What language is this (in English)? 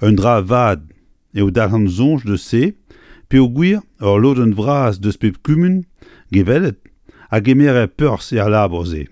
Breton